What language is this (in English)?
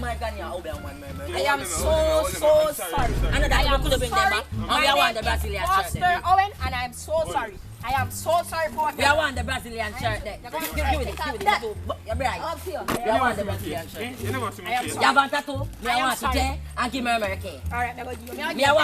Jamaican Creole English